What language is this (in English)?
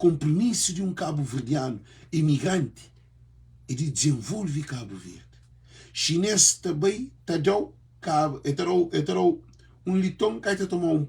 Kabuverdianu